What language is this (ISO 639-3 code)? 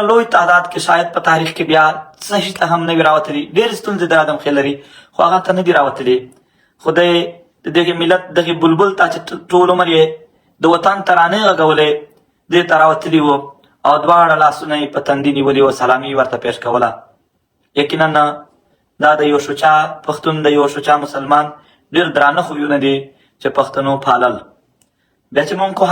pus